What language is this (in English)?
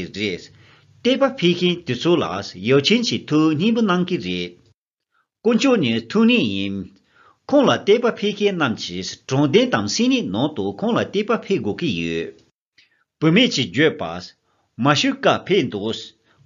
Tibetan